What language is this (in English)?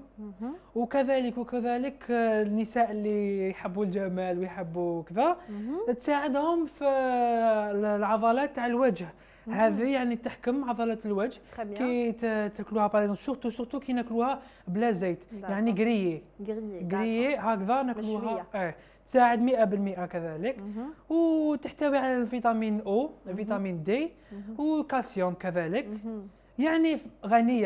Algerian Arabic